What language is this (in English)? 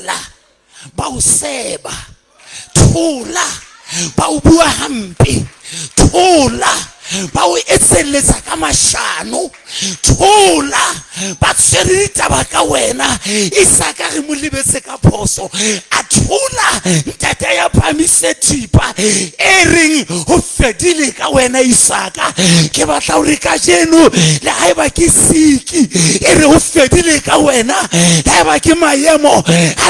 Southern Sotho